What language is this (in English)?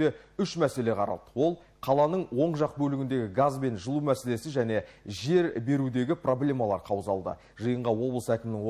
Kazakh